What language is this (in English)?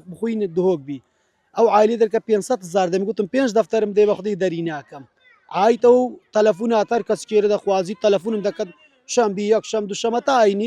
Central Kurdish